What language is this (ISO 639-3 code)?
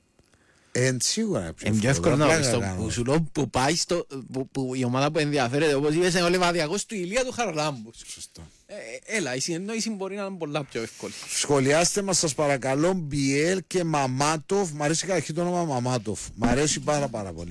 ell